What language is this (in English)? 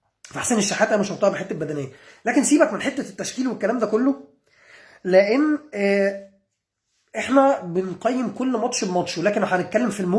Egyptian Arabic